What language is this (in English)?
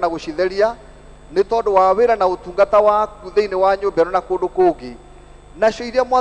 Kikuyu